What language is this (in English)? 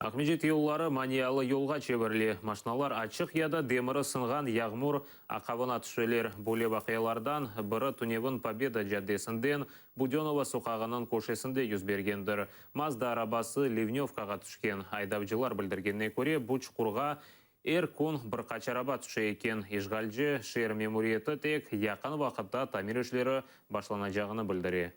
Crimean Tatar